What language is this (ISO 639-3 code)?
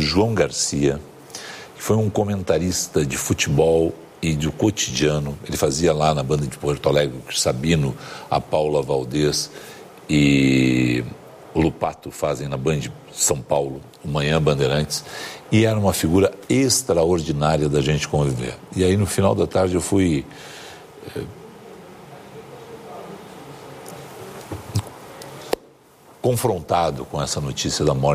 por